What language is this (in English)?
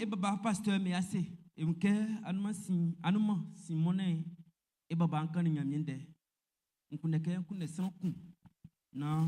Baoulé